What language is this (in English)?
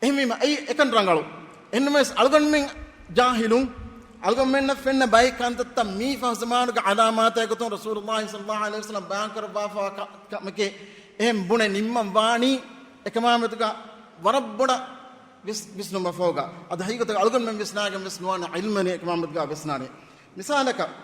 Divehi